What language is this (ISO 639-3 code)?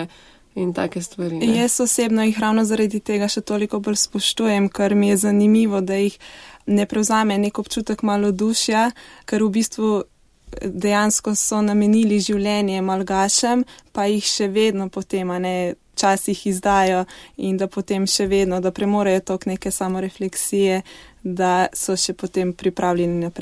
slv